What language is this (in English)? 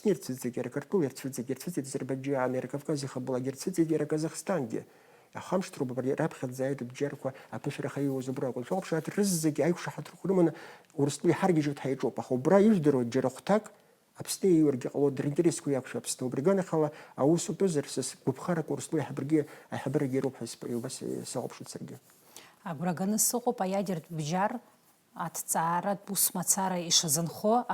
Abkhazian